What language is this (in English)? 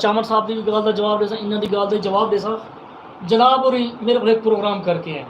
Saraiki